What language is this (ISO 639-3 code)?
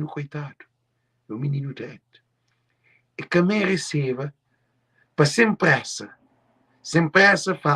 kea